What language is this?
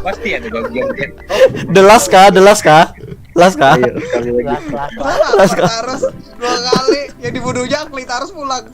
Banjar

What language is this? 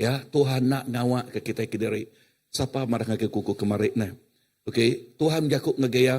Iban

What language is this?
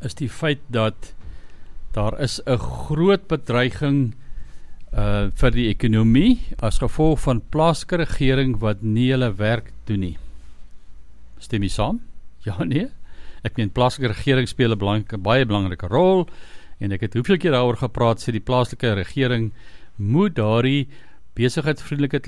Afrikaans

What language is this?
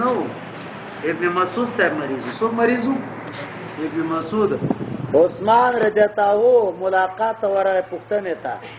Pashto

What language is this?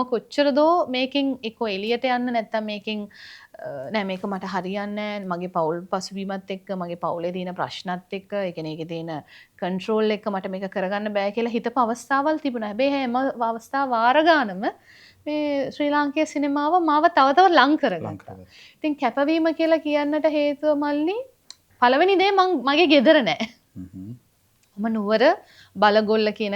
Sinhala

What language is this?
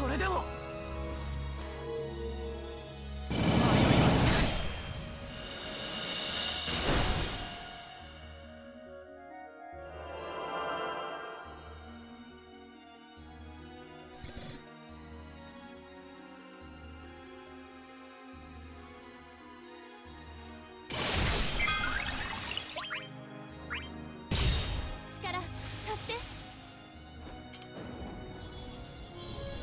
Japanese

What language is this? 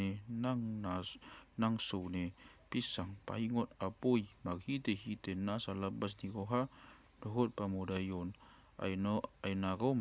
Batak Toba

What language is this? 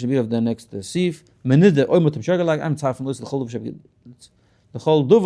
Yiddish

